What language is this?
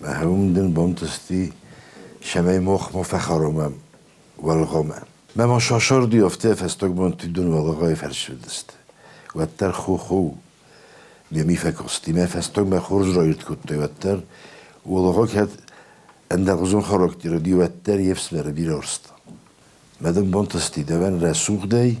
Ossetic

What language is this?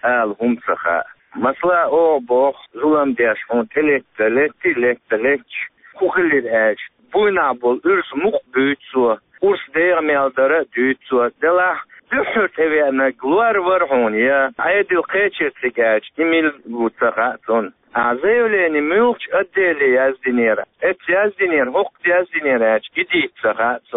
Chechen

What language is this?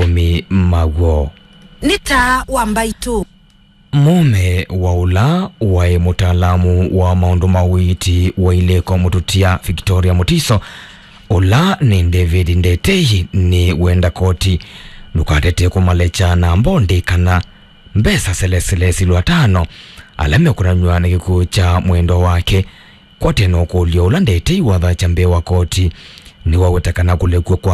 Kamba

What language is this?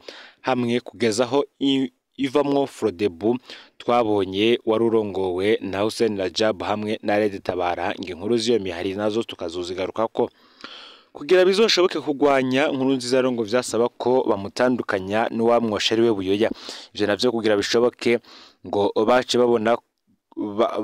Rundi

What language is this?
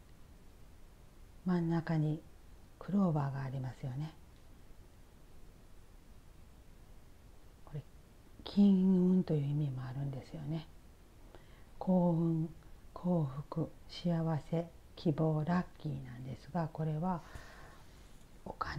Japanese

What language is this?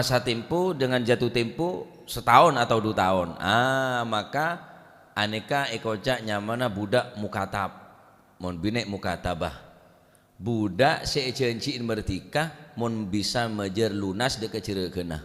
Madurese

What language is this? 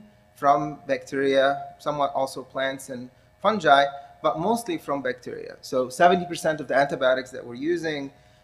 English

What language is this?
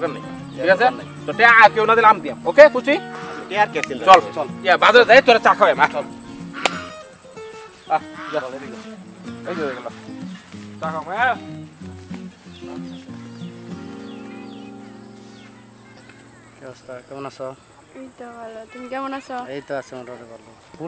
Bangla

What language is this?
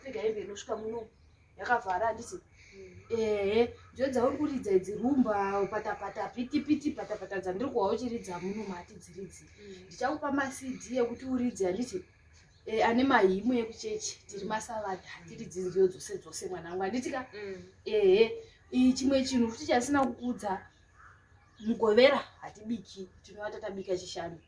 Shona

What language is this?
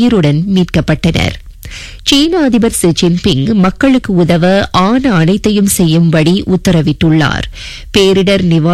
Tamil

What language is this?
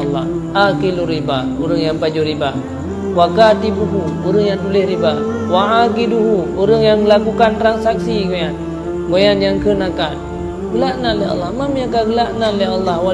Achinese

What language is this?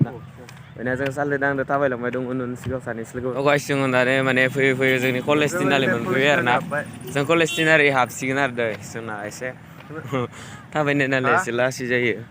Bodo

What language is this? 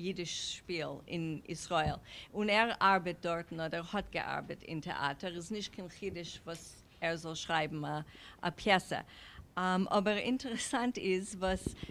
Yiddish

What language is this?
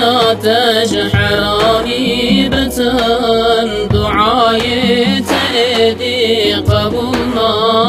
Kurdish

